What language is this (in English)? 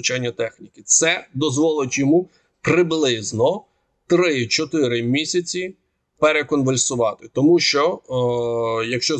Ukrainian